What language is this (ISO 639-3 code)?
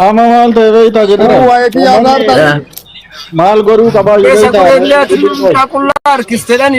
orm